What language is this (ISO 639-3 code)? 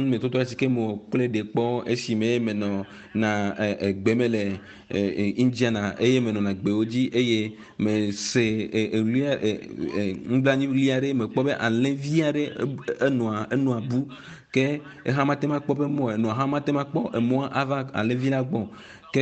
ewe